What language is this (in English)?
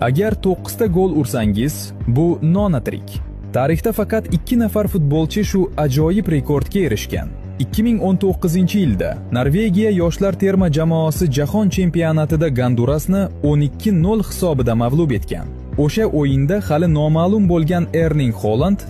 Uzbek